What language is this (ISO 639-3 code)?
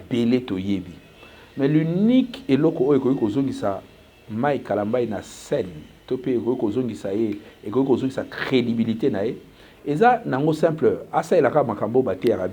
lin